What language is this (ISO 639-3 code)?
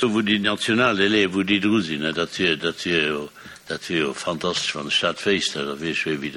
ltz